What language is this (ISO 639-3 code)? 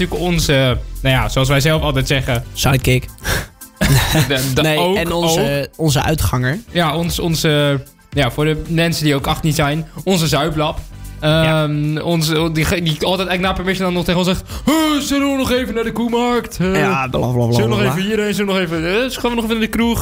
nld